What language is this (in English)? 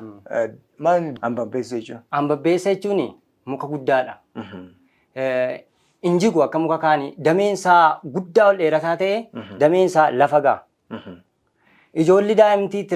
Oromo